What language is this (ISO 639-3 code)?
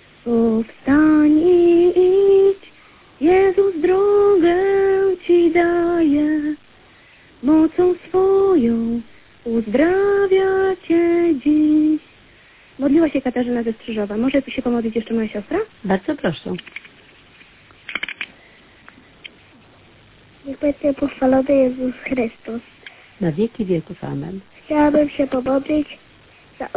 pol